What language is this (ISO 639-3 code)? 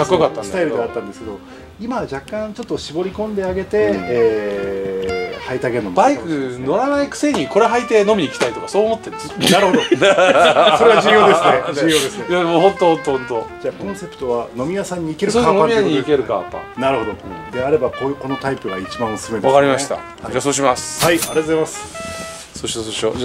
jpn